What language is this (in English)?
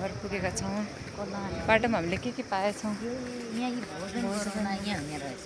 Nepali